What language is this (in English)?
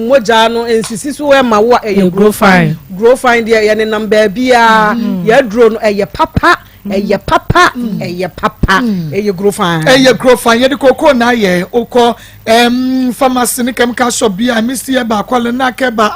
Akan